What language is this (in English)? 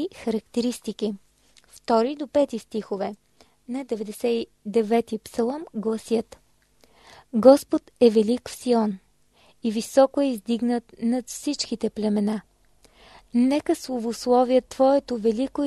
Bulgarian